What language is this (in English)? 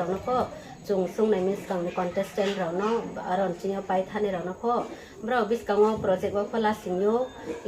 Riang (India)